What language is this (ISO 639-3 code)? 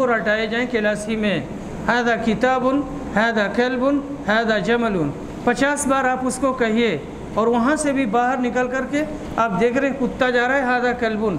urd